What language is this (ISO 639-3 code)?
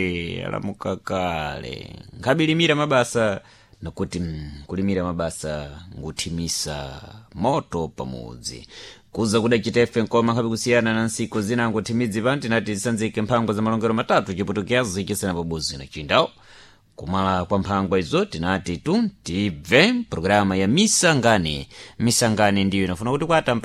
seh